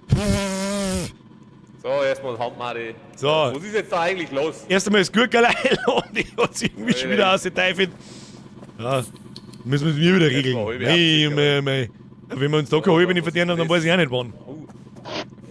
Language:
Bavarian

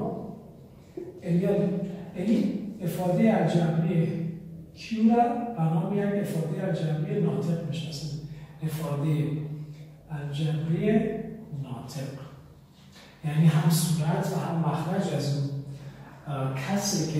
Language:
Persian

